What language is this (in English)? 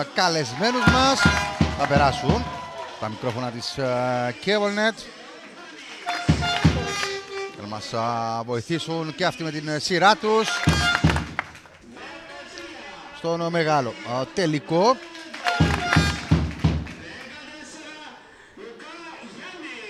Greek